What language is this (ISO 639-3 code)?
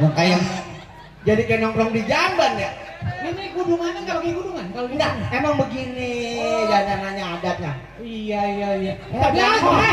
bew